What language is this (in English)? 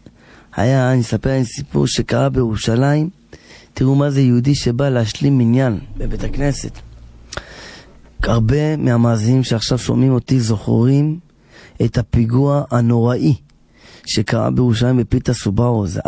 Hebrew